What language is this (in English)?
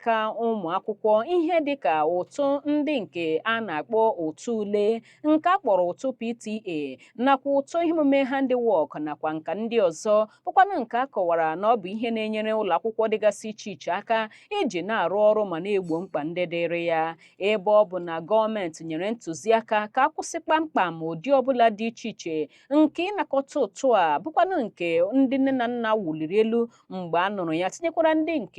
Igbo